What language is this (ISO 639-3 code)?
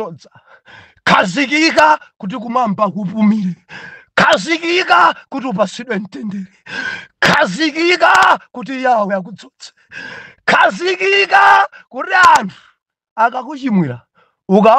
nya